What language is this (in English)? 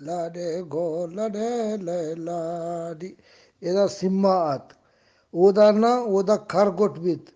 Eastern Balochi